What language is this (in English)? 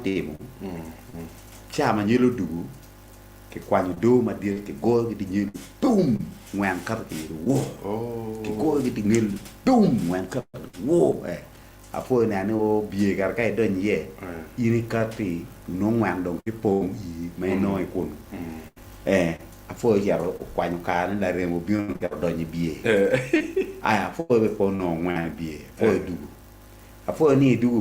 Acoli